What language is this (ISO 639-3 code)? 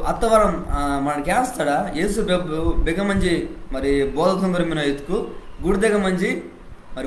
kff